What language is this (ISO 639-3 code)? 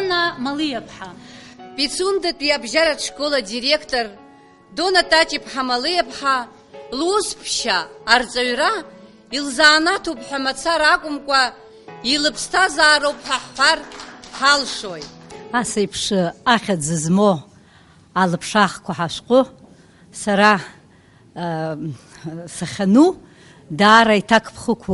abk